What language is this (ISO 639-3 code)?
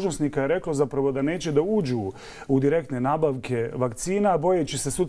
bos